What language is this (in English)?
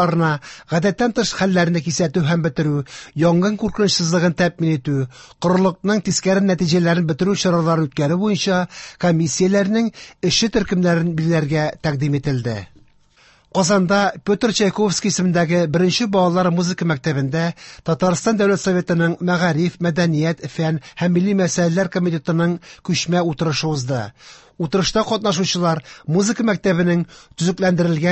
Tatar